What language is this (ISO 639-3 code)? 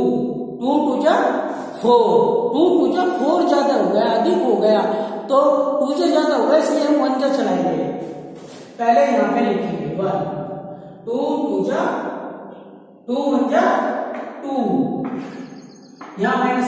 hin